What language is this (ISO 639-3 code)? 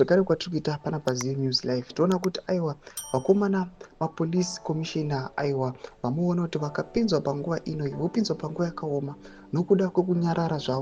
sna